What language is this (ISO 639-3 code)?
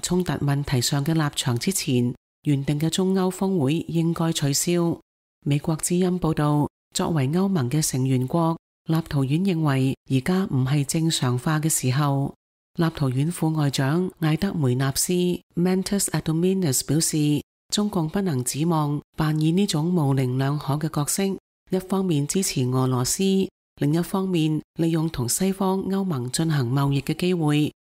yue